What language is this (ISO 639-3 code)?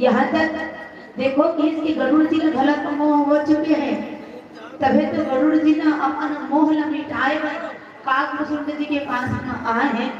hne